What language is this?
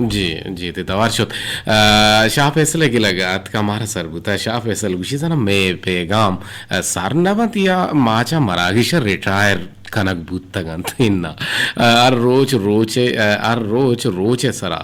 Eastern Balochi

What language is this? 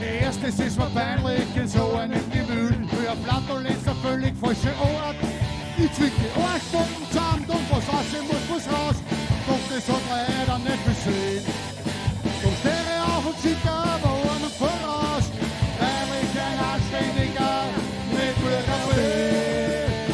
Bavarian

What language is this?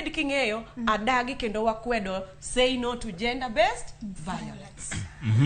Luo (Kenya and Tanzania)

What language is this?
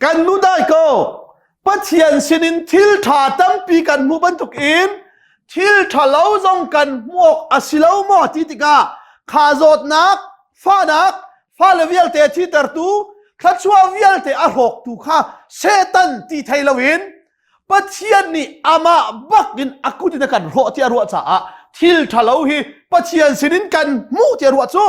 Hakha Chin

